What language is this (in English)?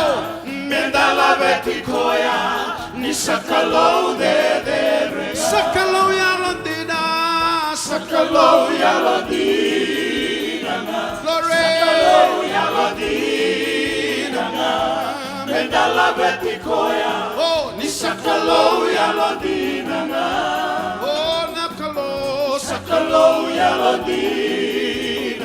Fijian